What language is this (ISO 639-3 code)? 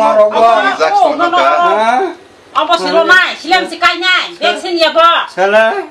trp